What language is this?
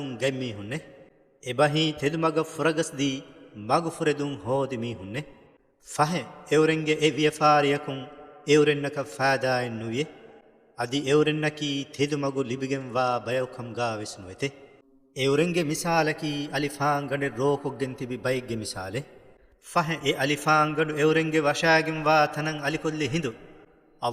Divehi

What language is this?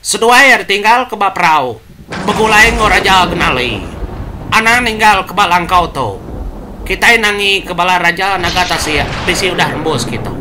Iban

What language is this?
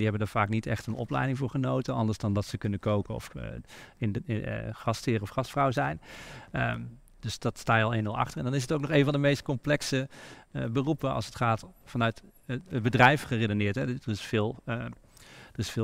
Dutch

